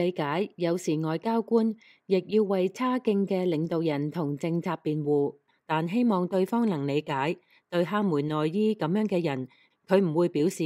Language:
Cantonese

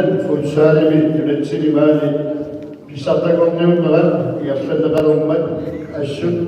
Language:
Kalaallisut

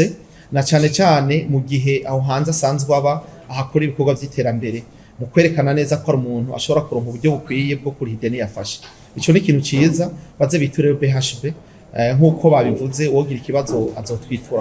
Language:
Rundi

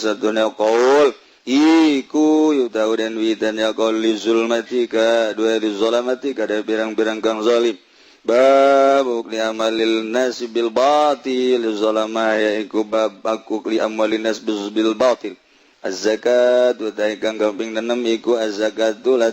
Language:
Sundanese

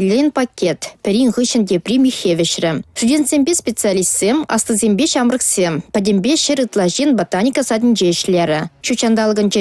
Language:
Chuvash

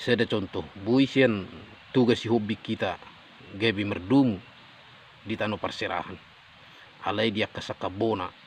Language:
Batak Toba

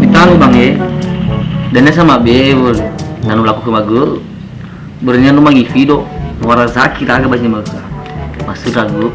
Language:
Nias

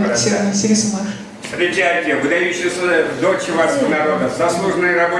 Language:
Chuvash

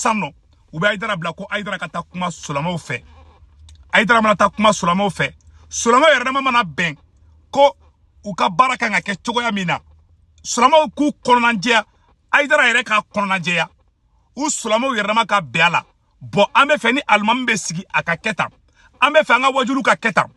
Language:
Bambara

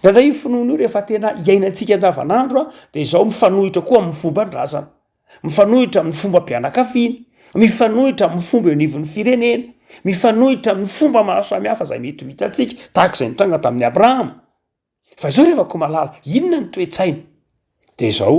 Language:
Malagasy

